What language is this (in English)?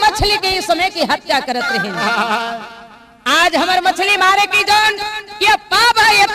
Chhattisgarhi